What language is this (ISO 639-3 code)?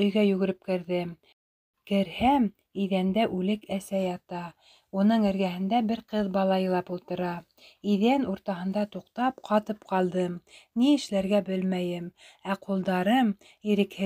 bak